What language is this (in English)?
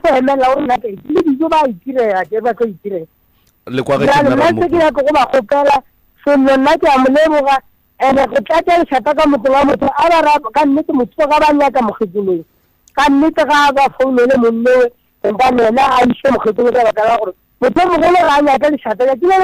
Northern Sotho